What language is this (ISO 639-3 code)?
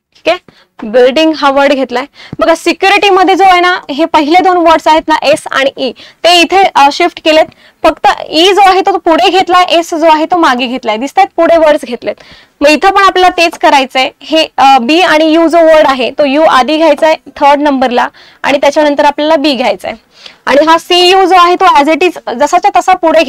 mar